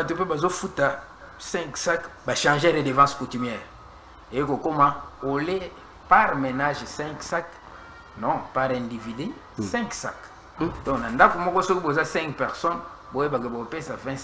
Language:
Lingala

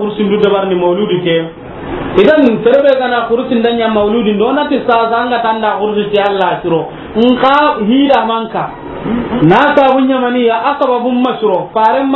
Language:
Soninke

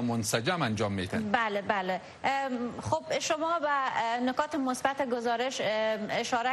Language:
Persian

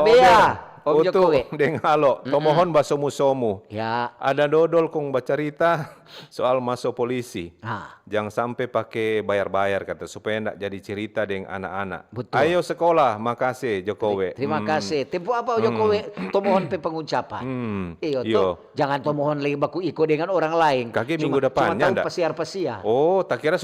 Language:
Manado Malay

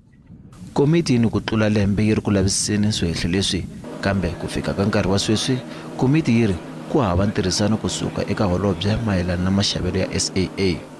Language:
Tsonga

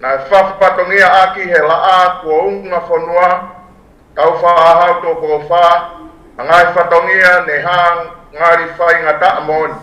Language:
Tongan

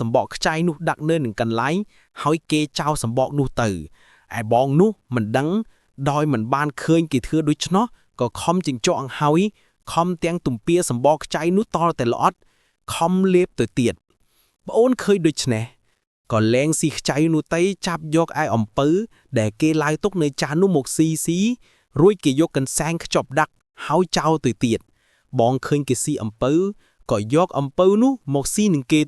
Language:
Khmer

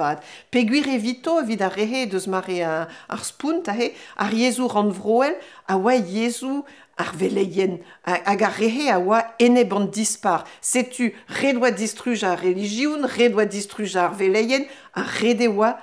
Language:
Breton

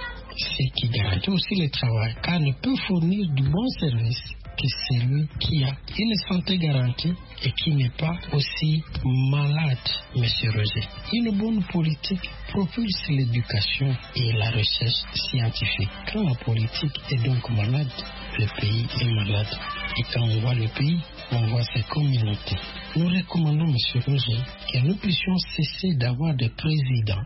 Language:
French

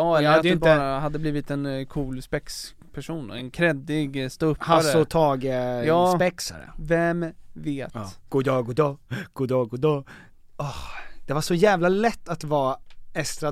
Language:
Swedish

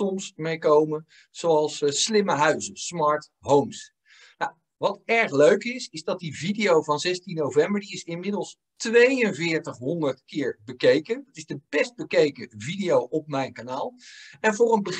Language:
Dutch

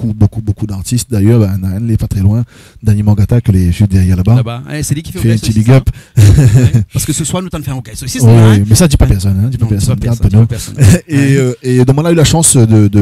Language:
Réunion Creole French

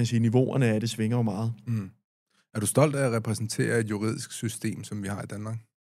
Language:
Danish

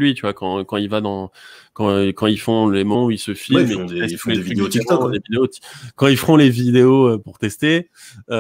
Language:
French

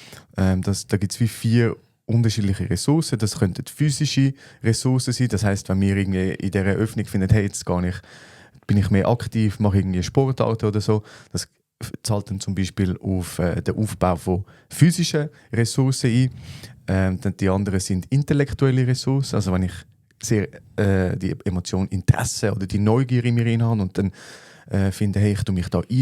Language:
Swiss German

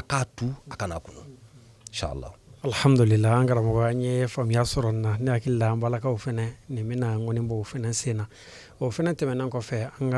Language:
Bambara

